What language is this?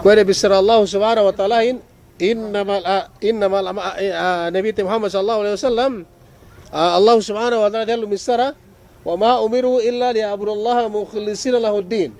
Yakan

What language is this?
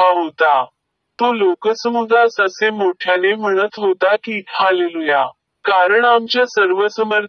Marathi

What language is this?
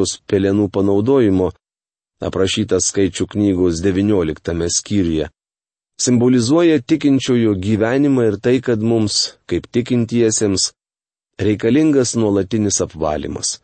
Lithuanian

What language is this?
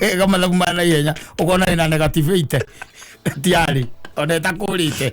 Kikuyu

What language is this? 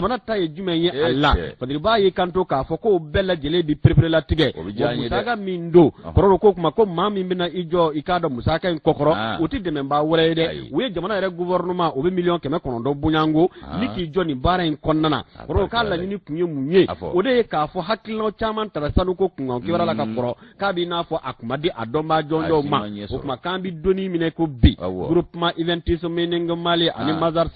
Bambara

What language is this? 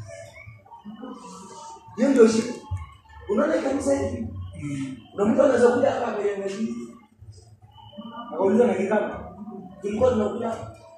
Swahili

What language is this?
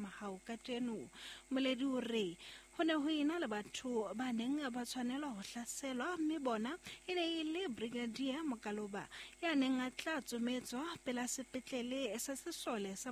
Southern Sotho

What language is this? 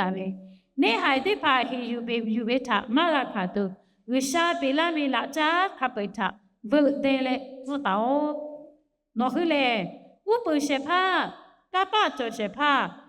Lahu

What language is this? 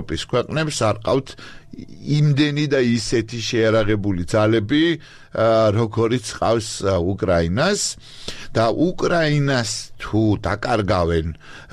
Georgian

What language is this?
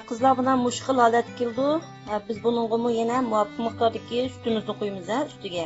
Uyghur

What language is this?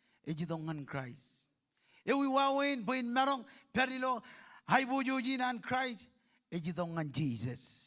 Marshallese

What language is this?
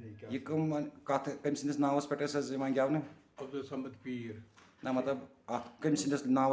Kashmiri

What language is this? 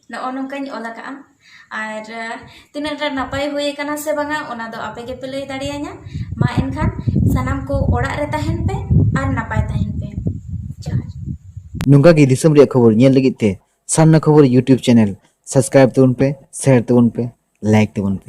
Santali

